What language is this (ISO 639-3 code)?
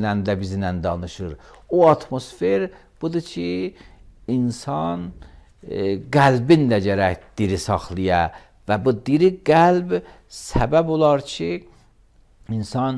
aze